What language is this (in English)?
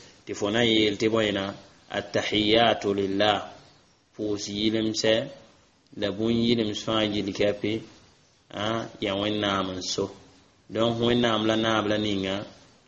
Mossi